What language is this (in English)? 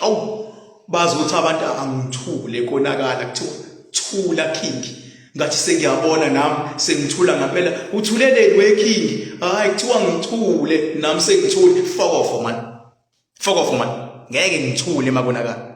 Zulu